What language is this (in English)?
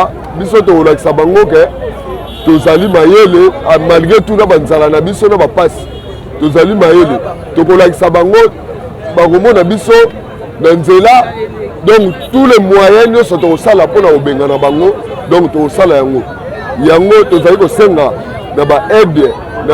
Lingala